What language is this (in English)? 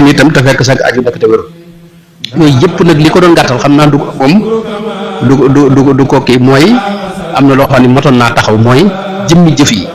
Wolof